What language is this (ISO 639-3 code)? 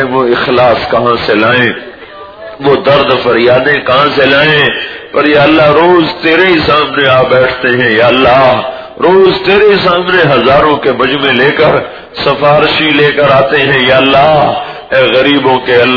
urd